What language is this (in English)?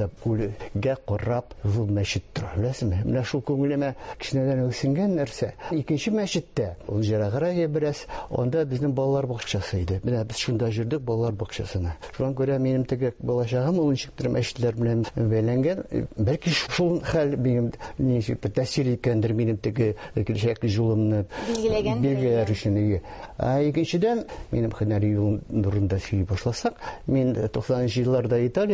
Tatar